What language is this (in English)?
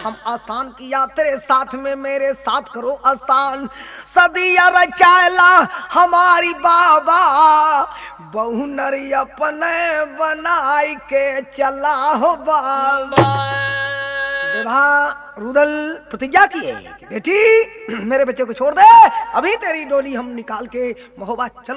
Bhojpuri